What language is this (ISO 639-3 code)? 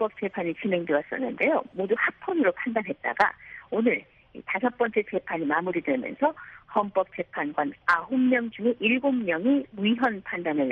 kor